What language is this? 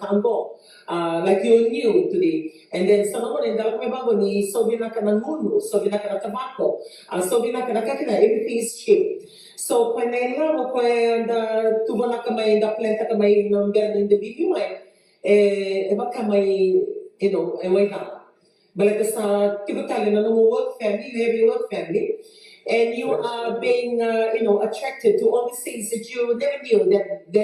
Fijian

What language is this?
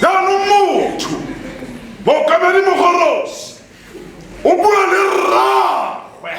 Tswana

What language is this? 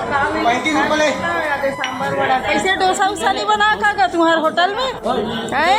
Chhattisgarhi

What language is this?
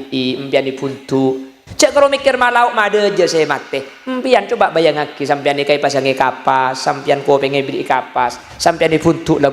Madurese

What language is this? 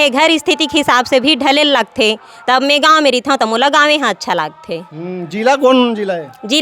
Chhattisgarhi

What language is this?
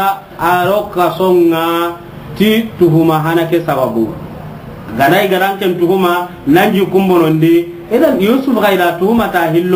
Soninke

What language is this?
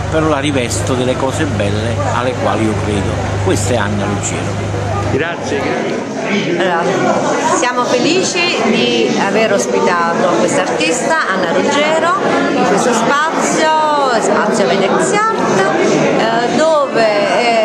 Italian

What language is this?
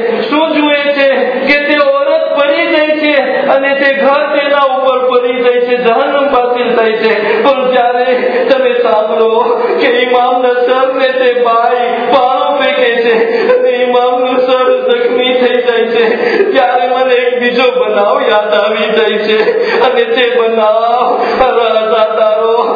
Gujarati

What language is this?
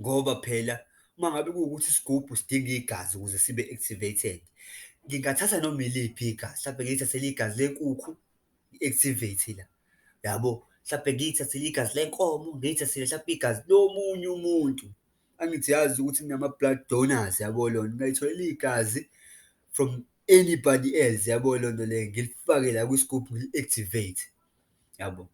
Zulu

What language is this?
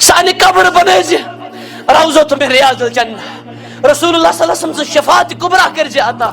Kashmiri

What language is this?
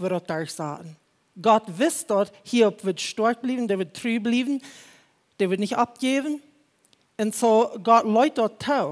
Plautdietsch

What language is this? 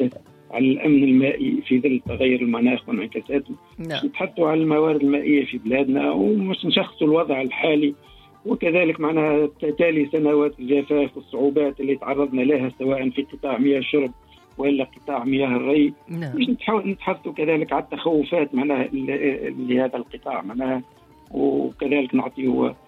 Tunisian Arabic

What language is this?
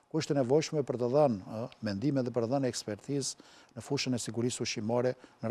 Albanian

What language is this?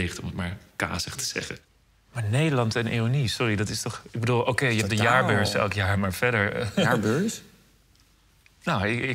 Dutch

